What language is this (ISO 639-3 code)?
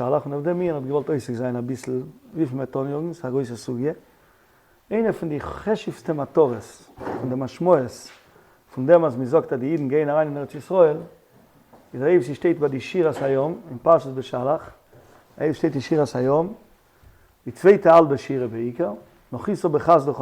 yid